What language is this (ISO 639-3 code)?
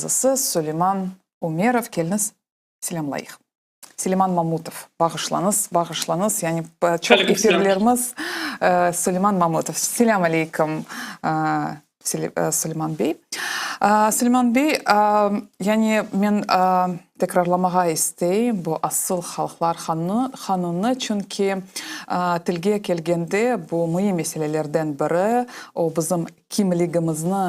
crh